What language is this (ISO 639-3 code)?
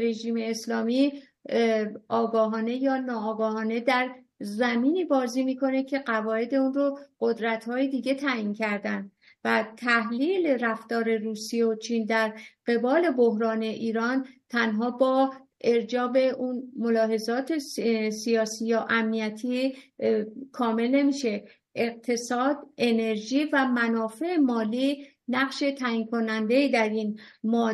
fas